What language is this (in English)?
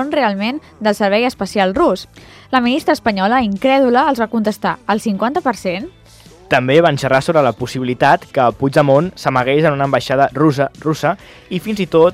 Catalan